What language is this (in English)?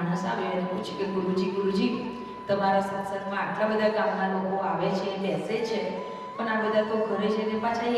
Gujarati